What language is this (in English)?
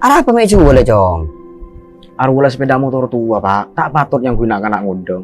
Madurese